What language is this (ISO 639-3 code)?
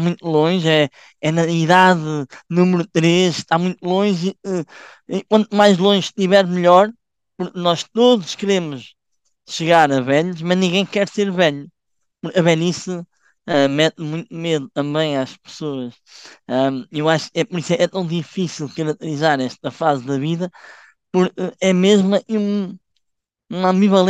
por